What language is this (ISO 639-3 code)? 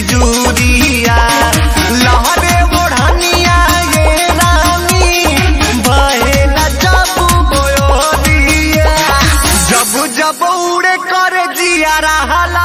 bho